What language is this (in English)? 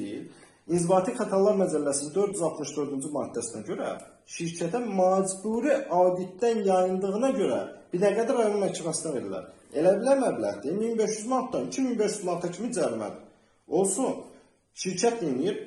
Azerbaijani